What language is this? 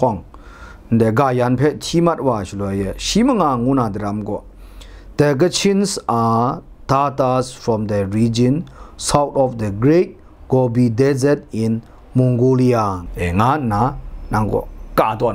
Kachin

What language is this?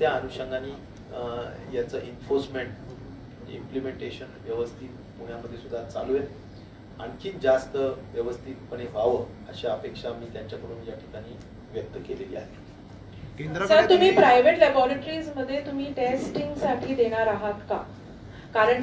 Marathi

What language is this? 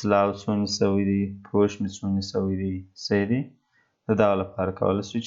Pashto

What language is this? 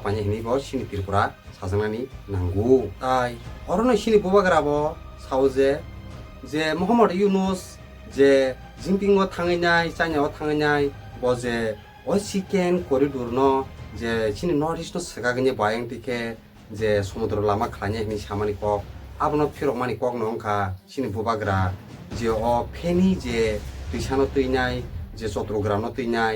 Kok Borok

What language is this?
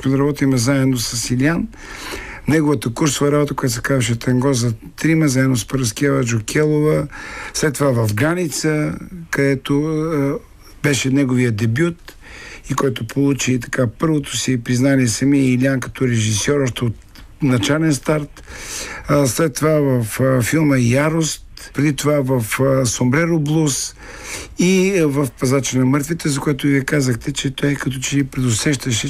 Bulgarian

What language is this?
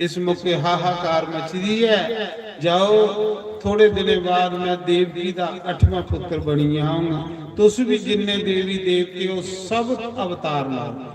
Dogri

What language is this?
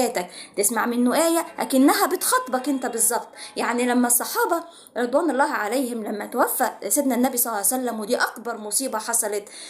Egyptian Arabic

